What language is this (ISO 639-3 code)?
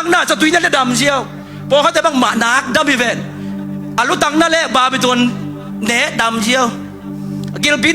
ctd